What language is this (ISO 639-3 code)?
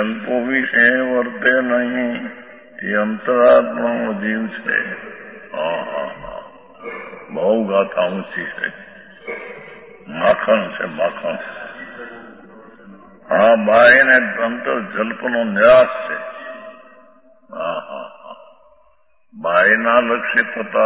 guj